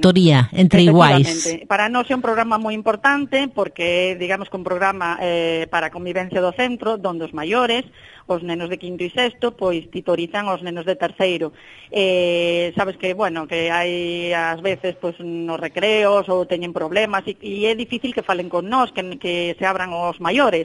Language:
Galician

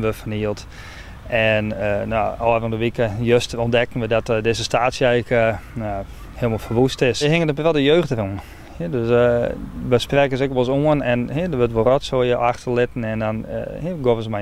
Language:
Western Frisian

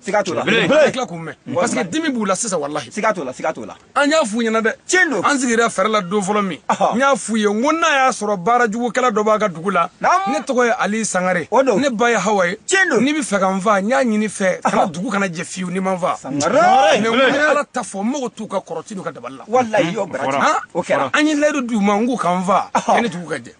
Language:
Bambara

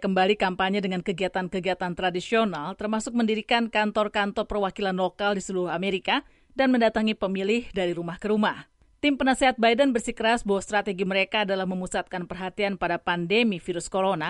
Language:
Indonesian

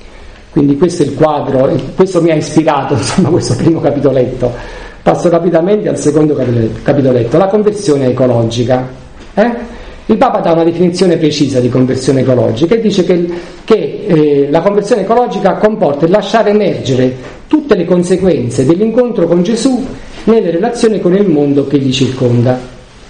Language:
Italian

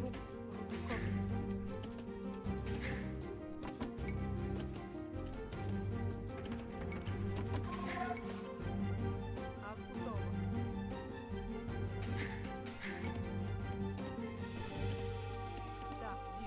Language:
Bulgarian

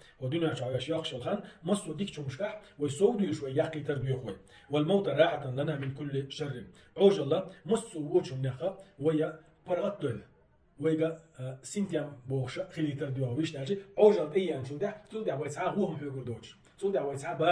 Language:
Chechen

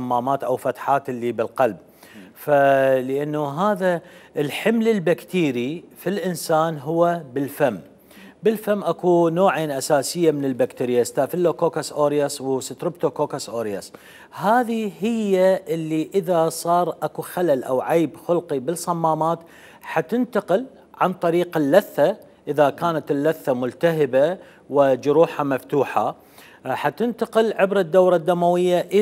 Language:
Mesopotamian Arabic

